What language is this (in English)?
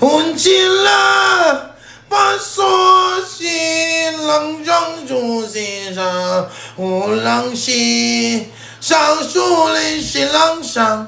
Jamaican Creole English